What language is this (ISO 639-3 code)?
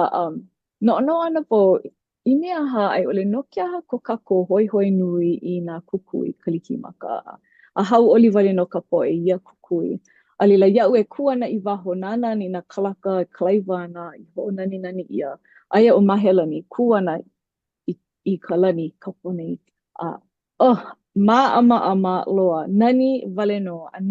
haw